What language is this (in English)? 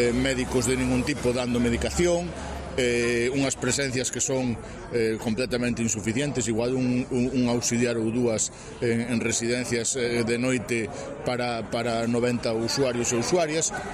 Galician